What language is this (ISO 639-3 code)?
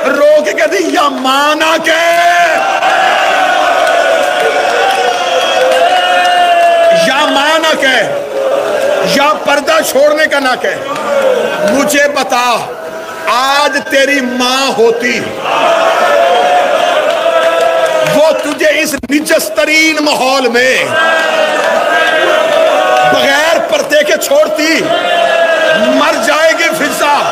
urd